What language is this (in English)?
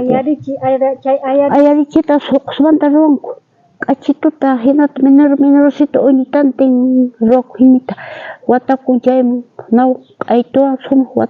South Bolivian Quechua